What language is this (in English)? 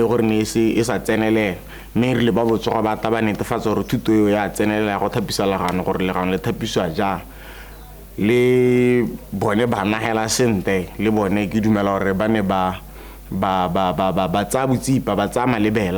Tswana